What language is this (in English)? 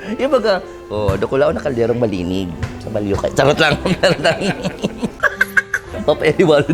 Bikol